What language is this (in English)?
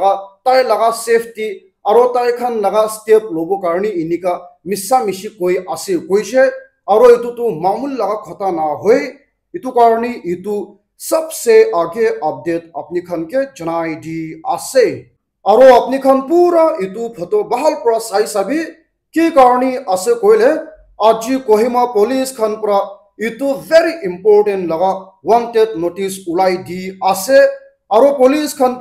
Naga Pidgin